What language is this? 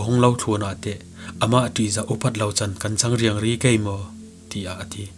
Falam Chin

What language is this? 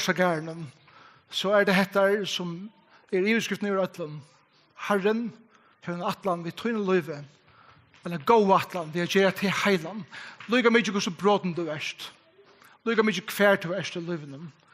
Faroese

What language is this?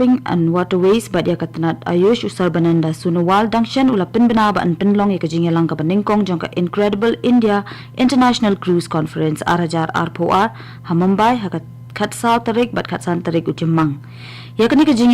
Khasi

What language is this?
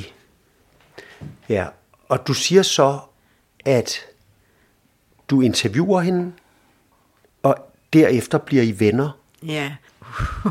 Danish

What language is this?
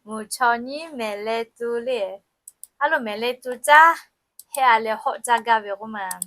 Lahu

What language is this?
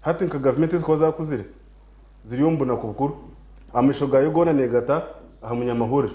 Nyankole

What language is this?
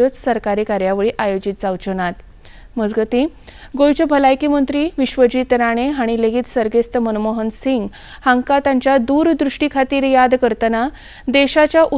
Konkani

